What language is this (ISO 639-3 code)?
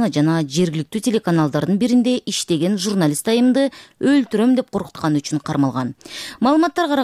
kir